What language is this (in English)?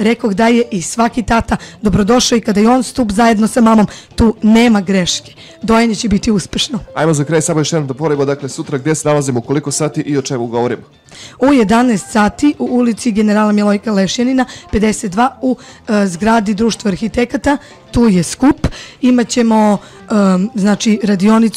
Serbian